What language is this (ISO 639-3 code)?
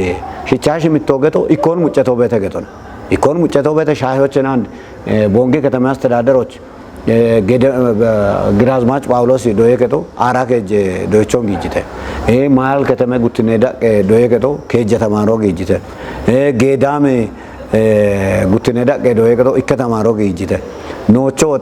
kbr